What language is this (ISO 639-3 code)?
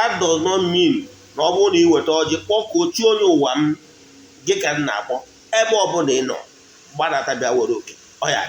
ibo